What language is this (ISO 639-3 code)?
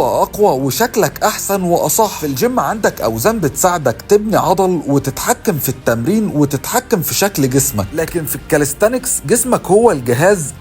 arz